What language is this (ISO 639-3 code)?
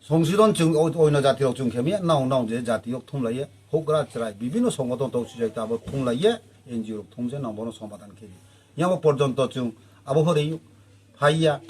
ria